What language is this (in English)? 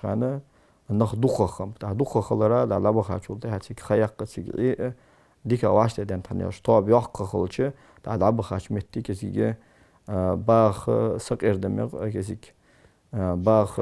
Ingush